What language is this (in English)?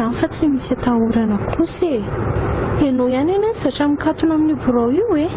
Malagasy